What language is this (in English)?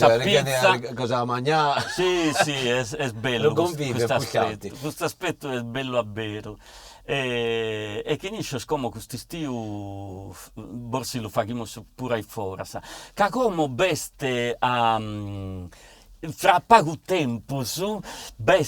Sardinian